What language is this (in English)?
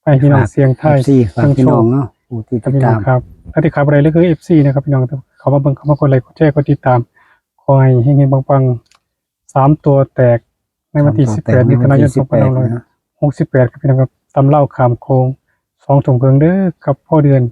Northeastern Thai